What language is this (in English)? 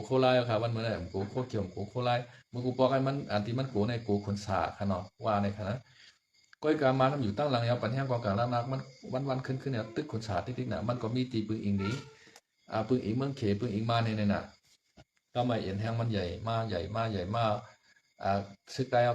Shan